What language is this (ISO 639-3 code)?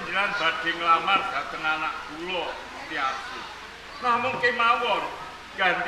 jav